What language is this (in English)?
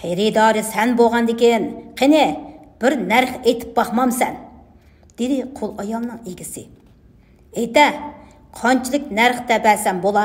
Uyghur